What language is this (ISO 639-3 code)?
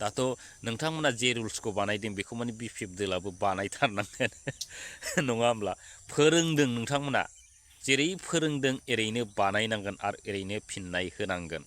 brx